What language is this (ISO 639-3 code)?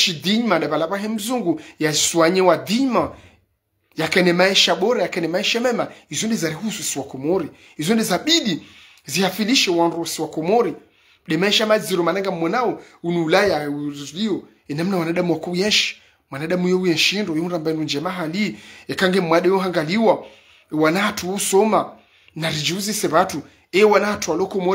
zdj